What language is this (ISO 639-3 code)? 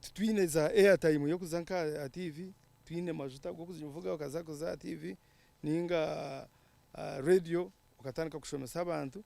nyn